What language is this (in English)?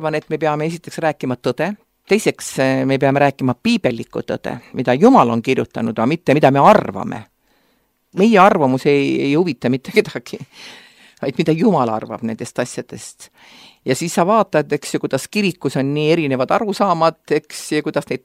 Estonian